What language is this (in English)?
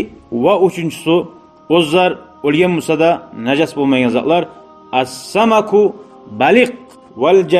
Kumyk